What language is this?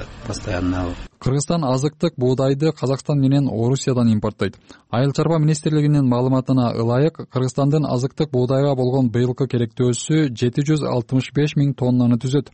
Kyrgyz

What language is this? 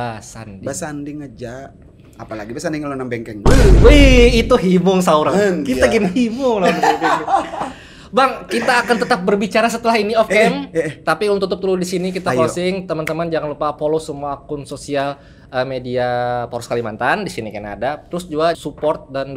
Banjar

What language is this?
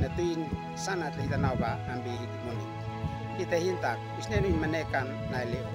Uab Meto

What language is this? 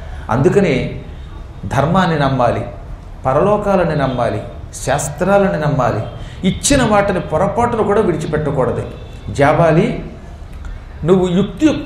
Telugu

